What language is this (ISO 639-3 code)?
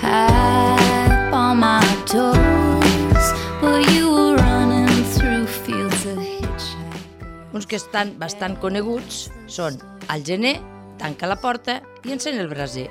cat